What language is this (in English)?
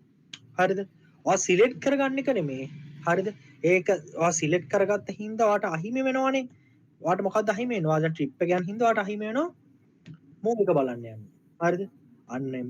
Sinhala